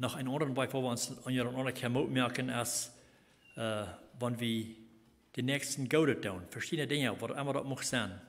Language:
Plautdietsch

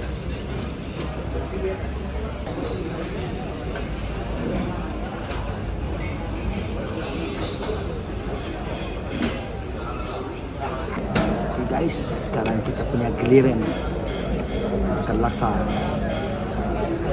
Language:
Malay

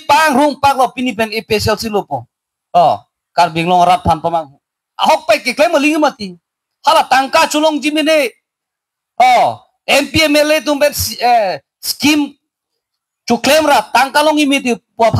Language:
Karbi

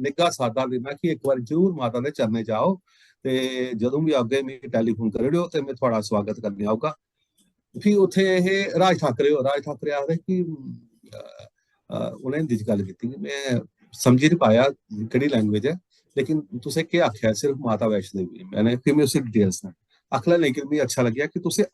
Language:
Dogri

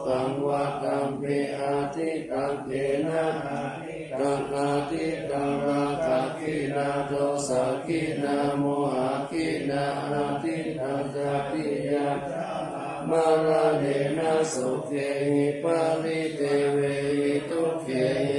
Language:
Pali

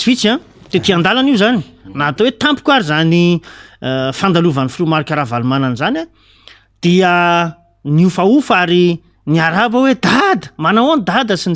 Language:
Malagasy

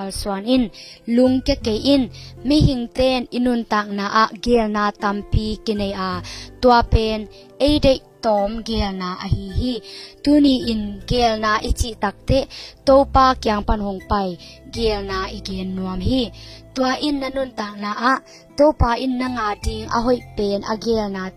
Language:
Tedim Chin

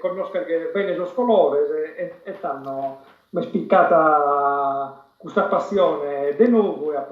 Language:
Sardinian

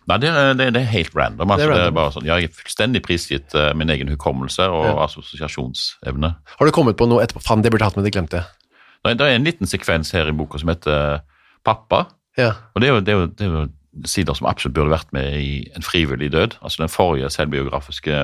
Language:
Norwegian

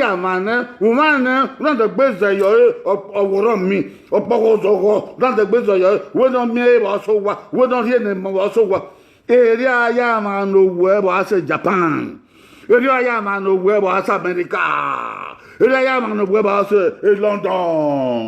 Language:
Bini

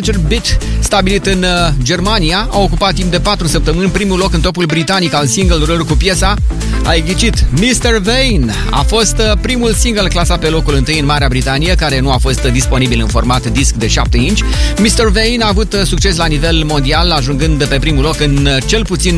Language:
Romanian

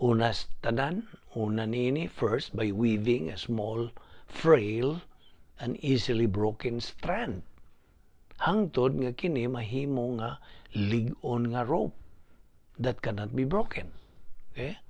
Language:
Cebuano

